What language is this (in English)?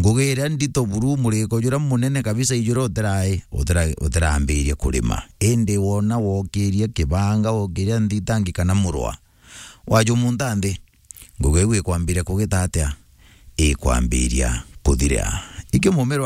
Meru